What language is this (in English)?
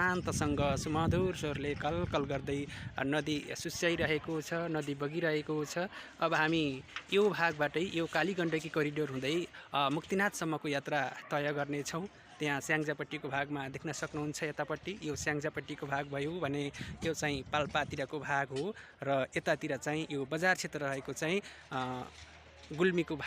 Nepali